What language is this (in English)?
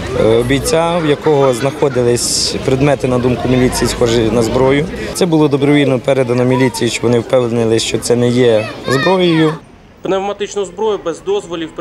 Ukrainian